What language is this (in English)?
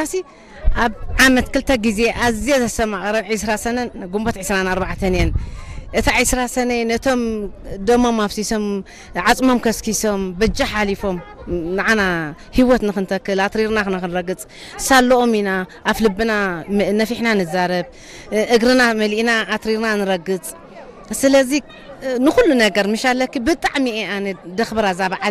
Tigrinya